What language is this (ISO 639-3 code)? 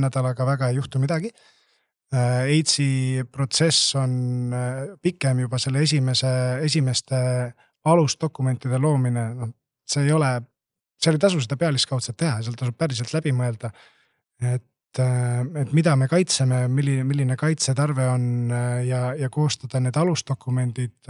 est